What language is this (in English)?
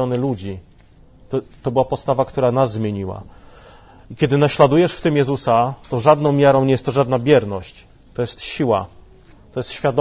Polish